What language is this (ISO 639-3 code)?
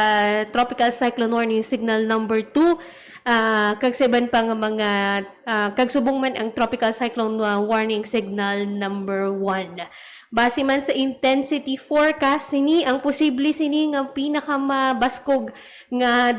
hil